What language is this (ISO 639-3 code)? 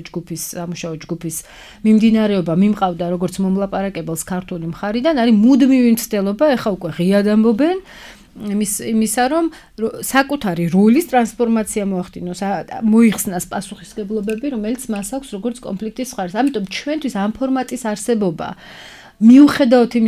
kat